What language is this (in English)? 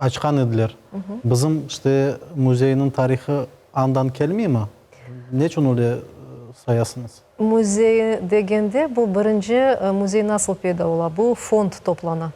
Crimean Tatar